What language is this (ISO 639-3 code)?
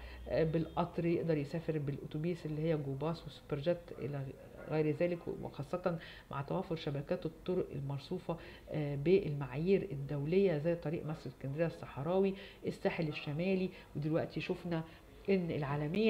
arz